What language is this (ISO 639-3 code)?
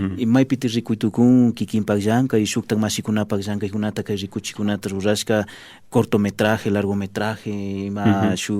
qvi